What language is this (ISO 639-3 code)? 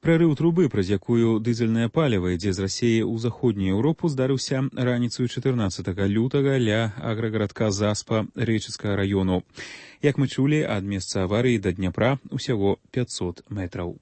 bel